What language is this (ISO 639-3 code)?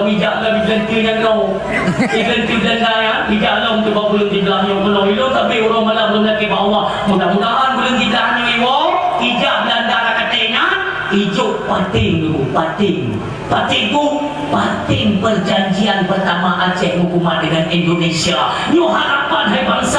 ace